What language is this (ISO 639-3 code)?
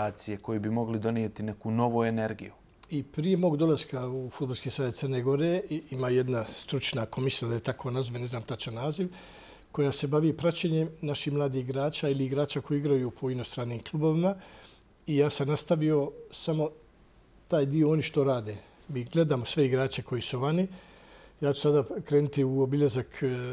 bos